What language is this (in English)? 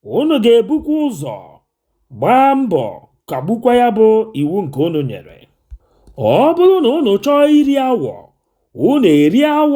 Igbo